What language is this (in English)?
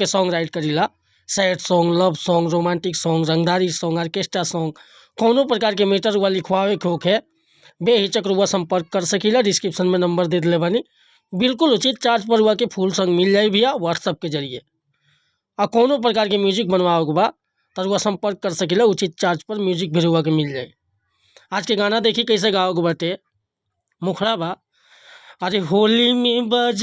Bhojpuri